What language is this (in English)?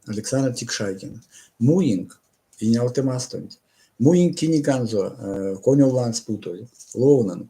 Erzya